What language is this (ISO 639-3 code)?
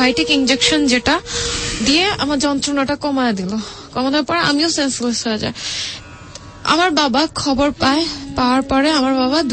ben